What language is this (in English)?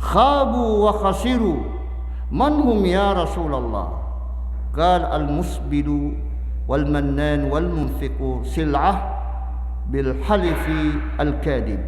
Maranao